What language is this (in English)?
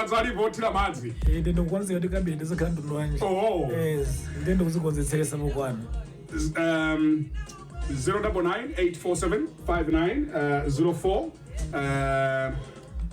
Nyanja